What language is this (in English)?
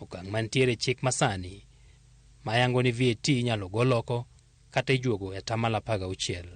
Luo (Kenya and Tanzania)